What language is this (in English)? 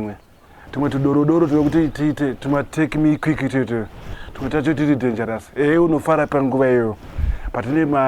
Shona